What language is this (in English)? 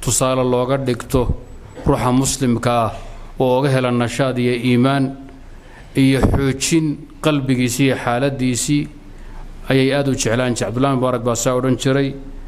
Somali